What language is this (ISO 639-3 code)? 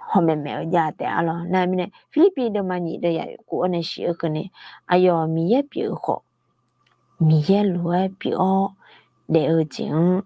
ahk